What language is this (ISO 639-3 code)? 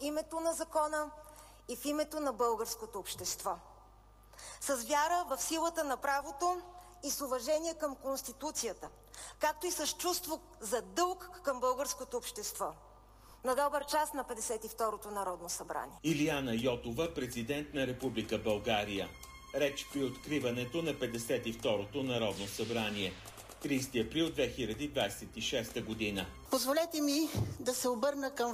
bul